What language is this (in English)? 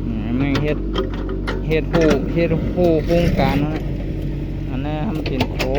Shan